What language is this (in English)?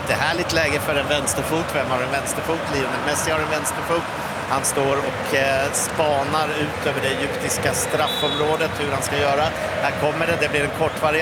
Swedish